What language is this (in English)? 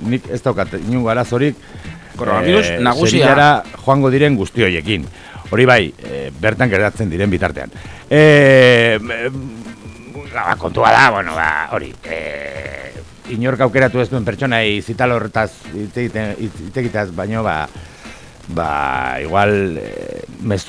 Basque